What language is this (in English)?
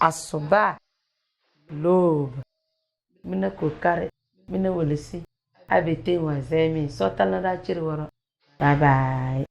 Tem